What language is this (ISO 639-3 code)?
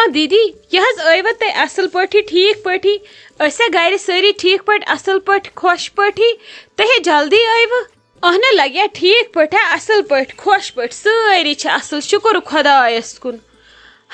kas